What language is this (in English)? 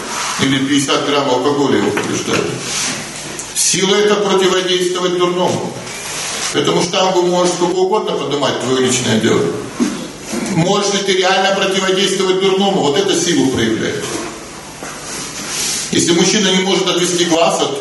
Russian